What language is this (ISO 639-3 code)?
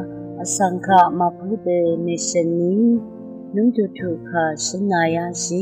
raw